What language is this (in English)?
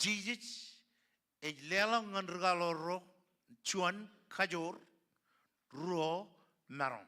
Marshallese